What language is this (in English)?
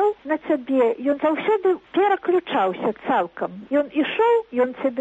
Belarusian